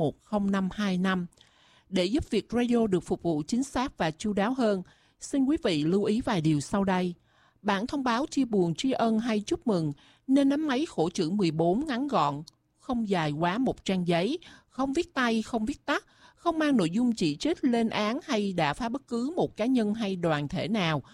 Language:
Vietnamese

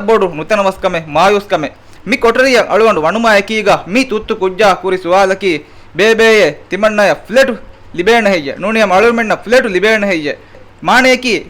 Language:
Divehi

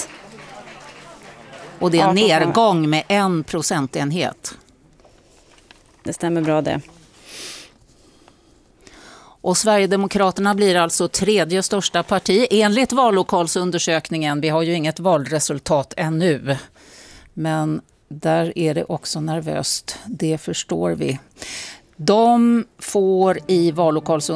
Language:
Swedish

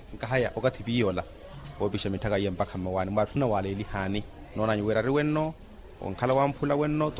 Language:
Makhuwa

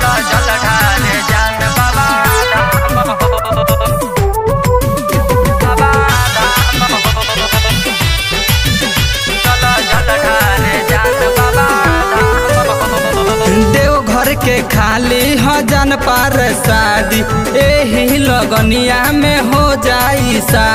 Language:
Bhojpuri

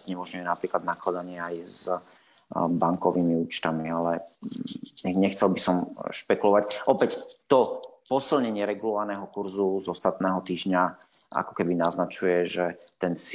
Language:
Slovak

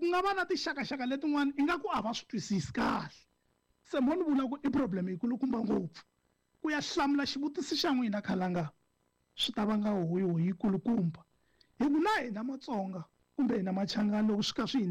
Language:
Tsonga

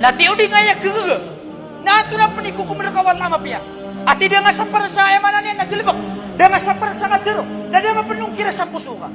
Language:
Maranao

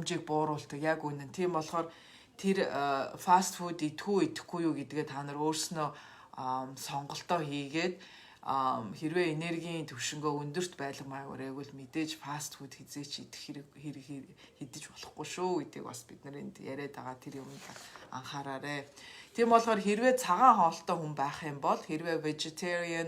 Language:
Mongolian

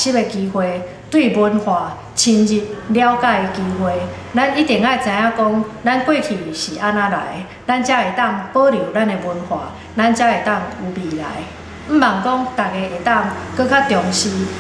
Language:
Min Nan Chinese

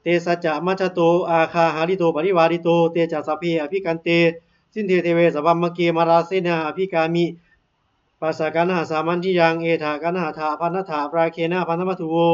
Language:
Pali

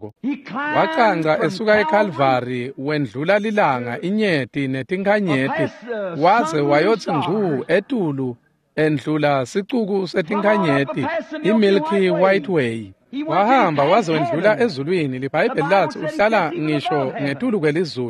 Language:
Swati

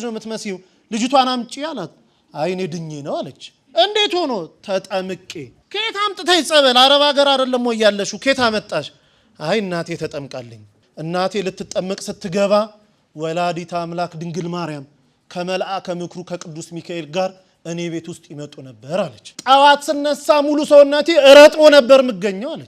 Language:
Amharic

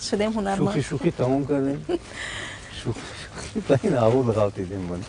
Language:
Tajik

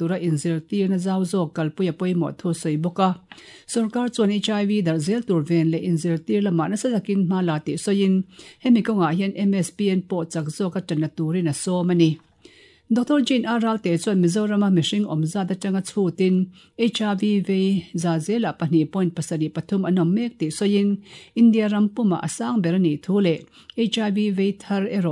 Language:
Mizo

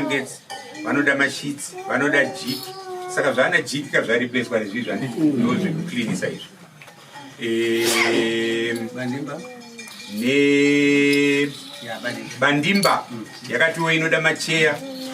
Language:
Shona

